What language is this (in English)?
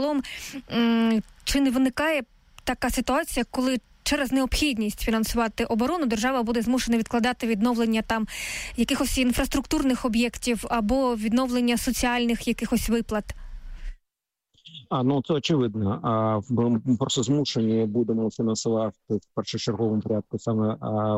Ukrainian